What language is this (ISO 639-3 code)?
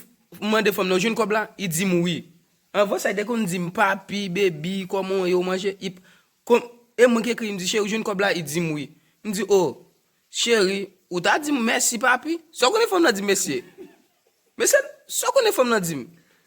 hat